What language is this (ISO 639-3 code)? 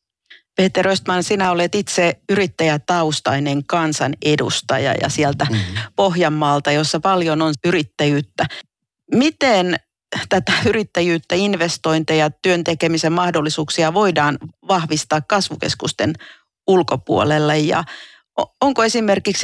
fin